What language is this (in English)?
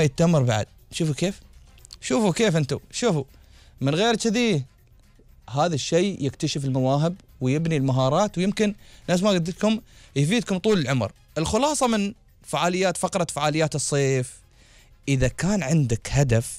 Gulf Arabic